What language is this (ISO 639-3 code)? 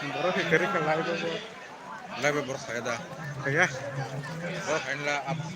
trp